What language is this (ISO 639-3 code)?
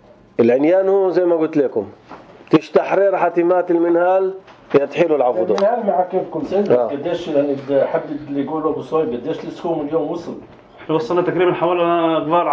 apc